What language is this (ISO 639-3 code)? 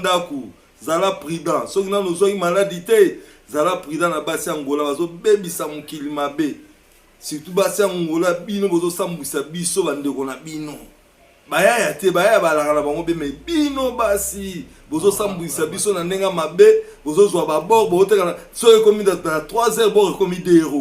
lin